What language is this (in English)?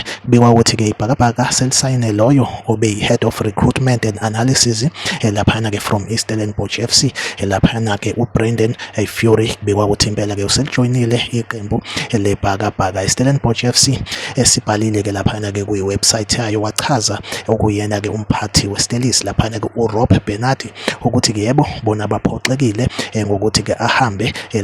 Zulu